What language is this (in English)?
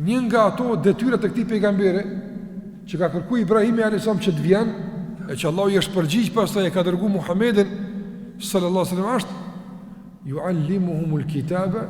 Albanian